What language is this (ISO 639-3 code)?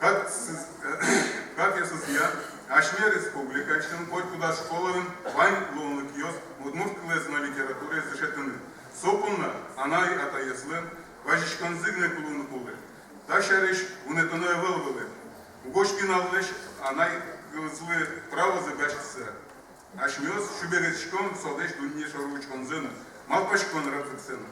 udm